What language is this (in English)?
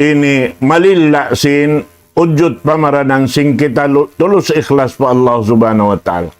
Tausug